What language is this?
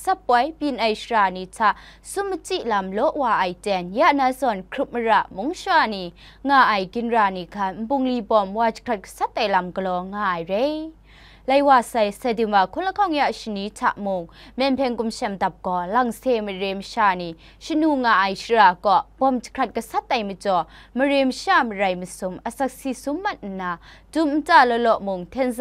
Kachin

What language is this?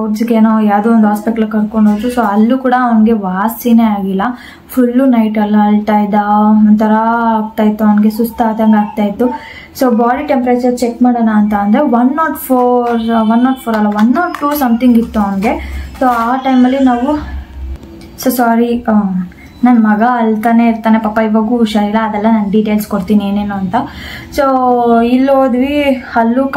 Kannada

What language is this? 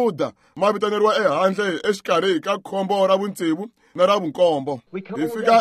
Tsonga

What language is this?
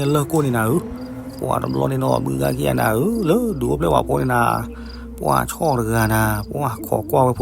S'gaw Karen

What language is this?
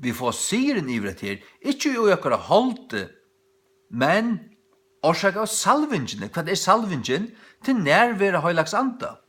Faroese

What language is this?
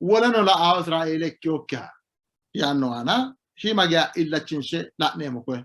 Sidamo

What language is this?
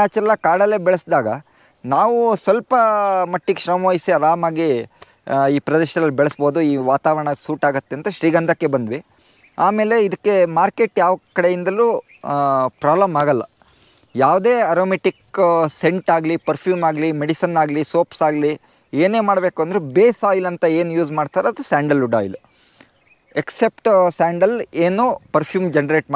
Kannada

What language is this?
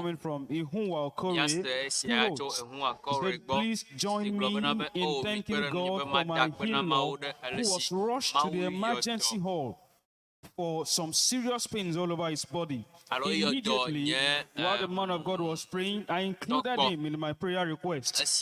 Ewe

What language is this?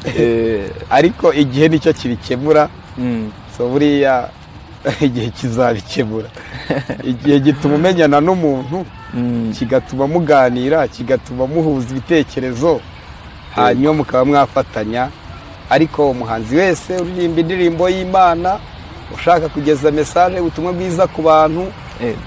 Kinyarwanda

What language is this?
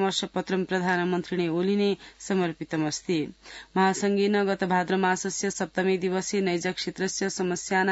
Sanskrit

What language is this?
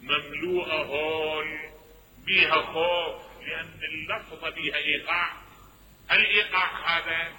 Mesopotamian Arabic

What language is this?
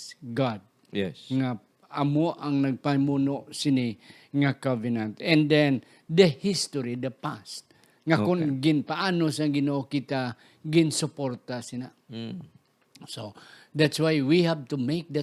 Hiligaynon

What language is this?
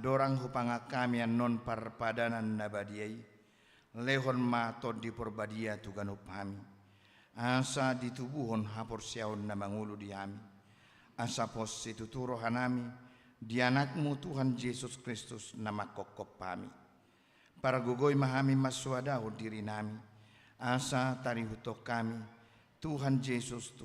Batak Toba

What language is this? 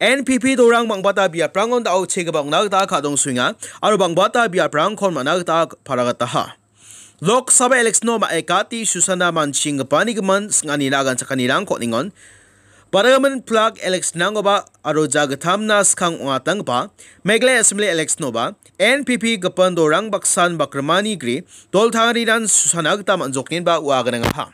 Garo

